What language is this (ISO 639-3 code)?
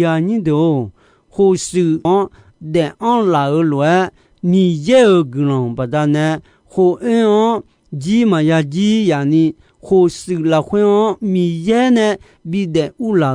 ahk